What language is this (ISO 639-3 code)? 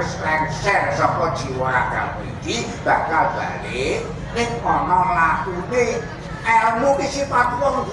jav